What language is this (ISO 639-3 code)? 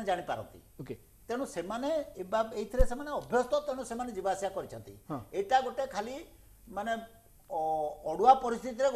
ori